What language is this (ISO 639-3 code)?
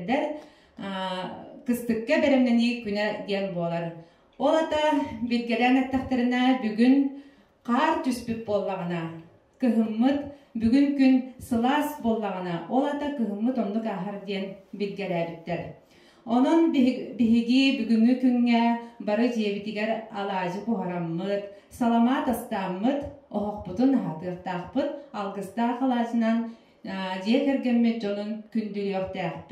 sah